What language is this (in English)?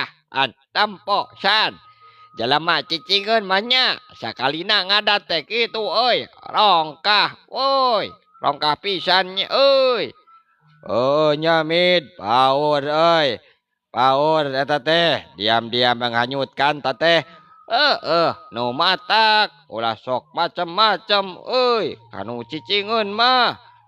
Sundanese